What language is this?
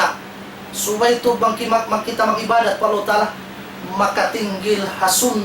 Tausug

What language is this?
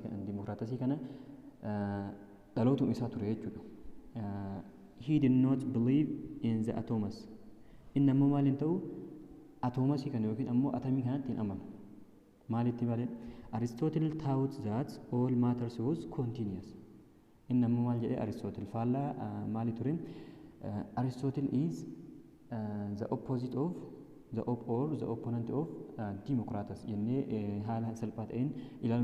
Oromo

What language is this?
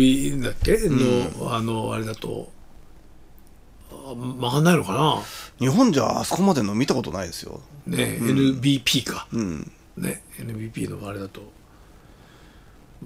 Japanese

